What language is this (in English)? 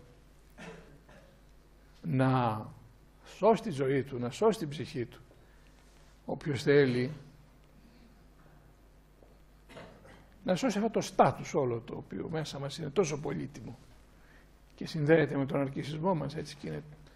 Greek